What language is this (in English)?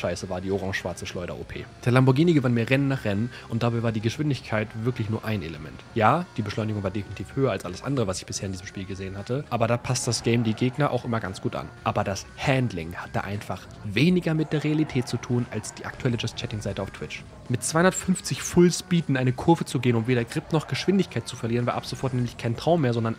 German